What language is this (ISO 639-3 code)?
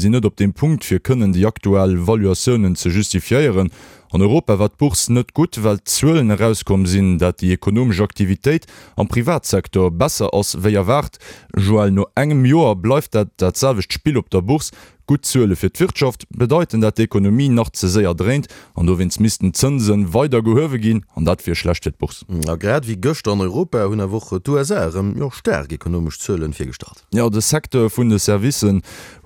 ltz